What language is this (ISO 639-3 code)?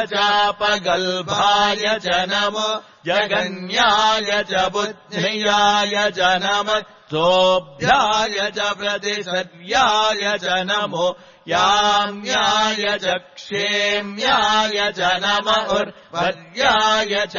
san